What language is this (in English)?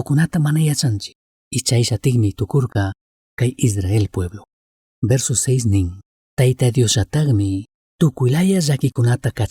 Chimborazo Highland Quichua